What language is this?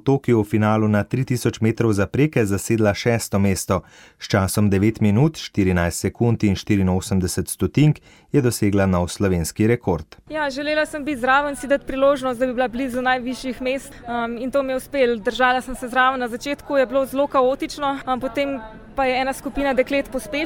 Slovenian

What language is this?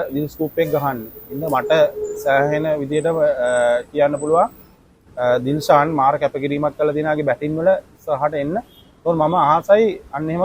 Sinhala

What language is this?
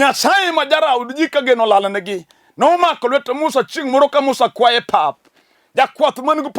Luo (Kenya and Tanzania)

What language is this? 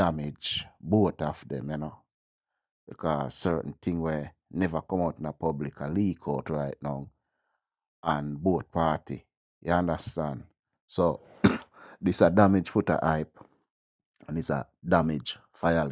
Jamaican Creole English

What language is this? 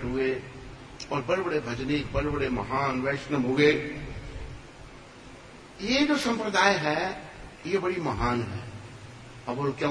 Hindi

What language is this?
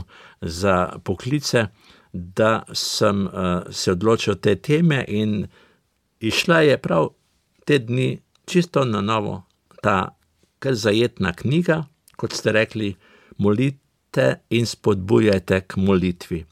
Slovenian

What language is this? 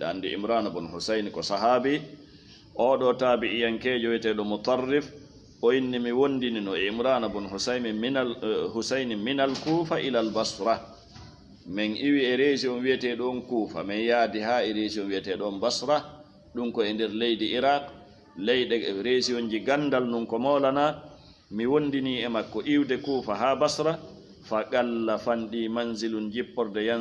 Fula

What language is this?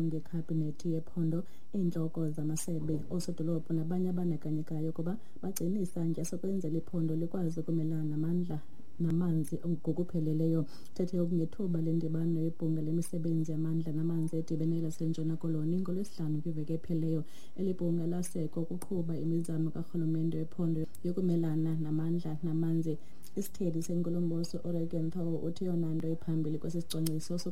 Xhosa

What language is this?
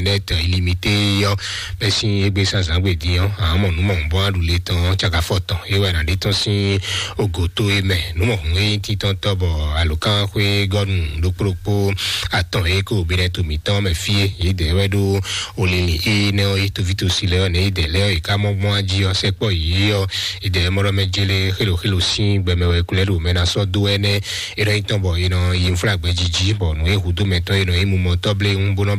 Fon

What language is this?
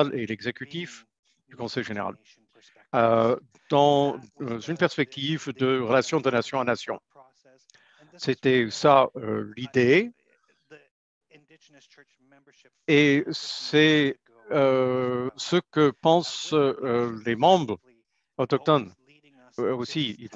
French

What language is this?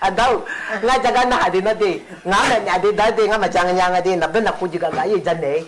Akha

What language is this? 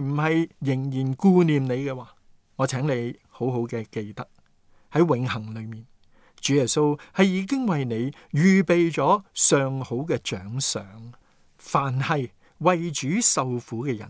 Cantonese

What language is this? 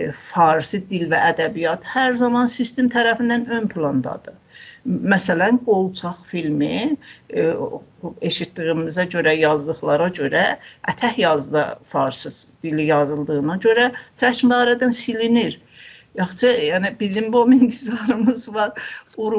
South Azerbaijani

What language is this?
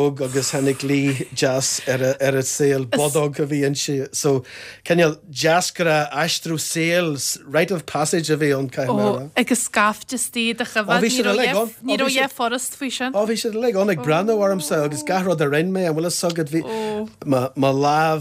Irish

